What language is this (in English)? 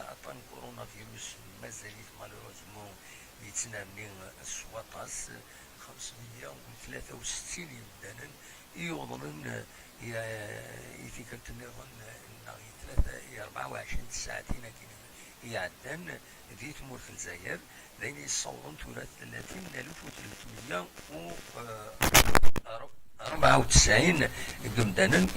Kabyle